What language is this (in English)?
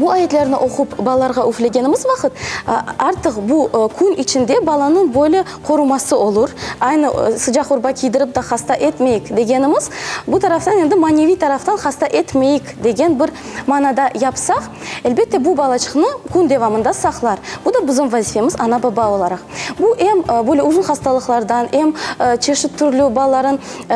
Crimean Tatar